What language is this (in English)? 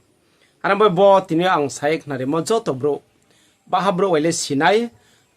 Riang (India)